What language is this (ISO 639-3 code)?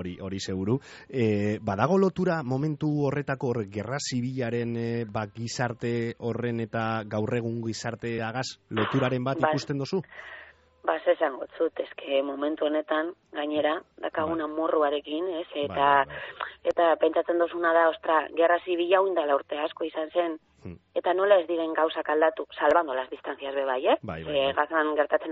eus